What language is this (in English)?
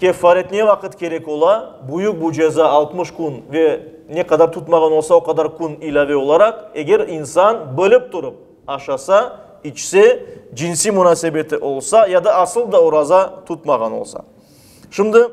Crimean Tatar